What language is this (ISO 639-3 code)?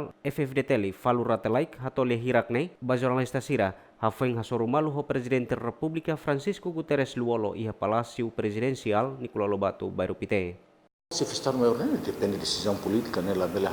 tet